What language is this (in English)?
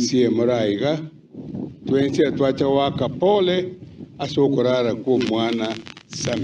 Gusii